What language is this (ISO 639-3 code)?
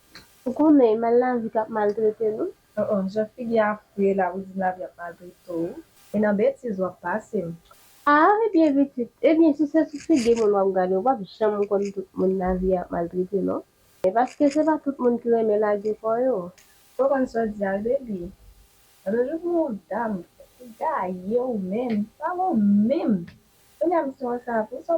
hat